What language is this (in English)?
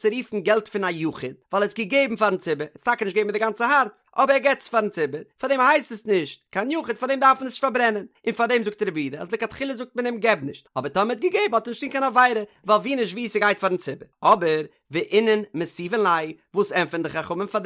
Yiddish